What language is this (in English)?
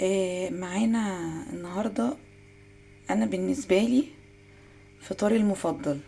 Egyptian Arabic